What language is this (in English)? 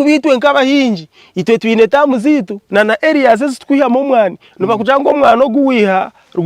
Nyankole